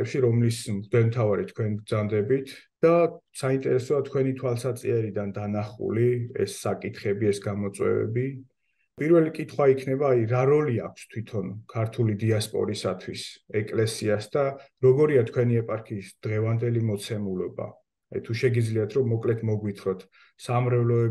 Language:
Georgian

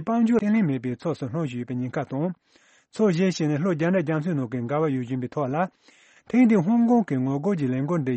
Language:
Tibetan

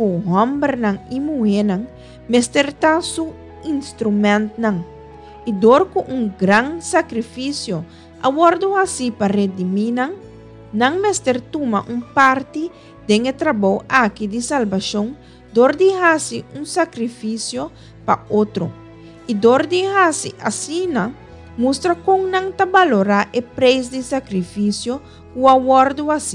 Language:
Papiamento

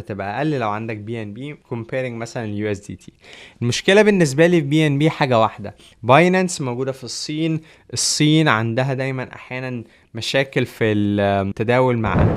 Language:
Egyptian Arabic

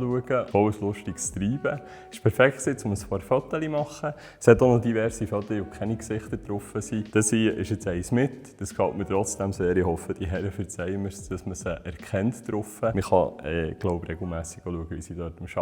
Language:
Swiss German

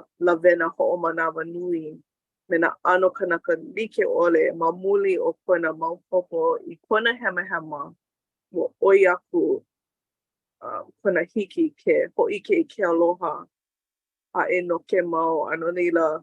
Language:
Hawaiian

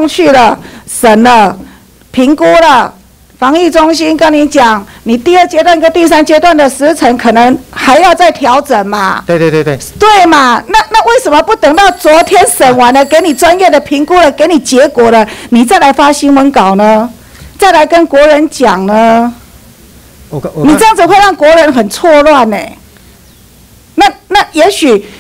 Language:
Chinese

